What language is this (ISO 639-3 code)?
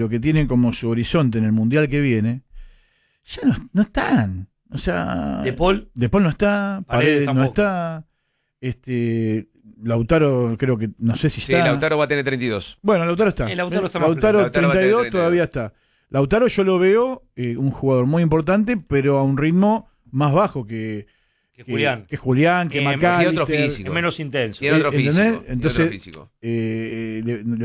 spa